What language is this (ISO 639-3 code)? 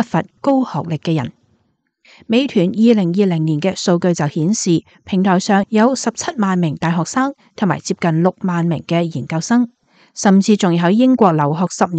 yue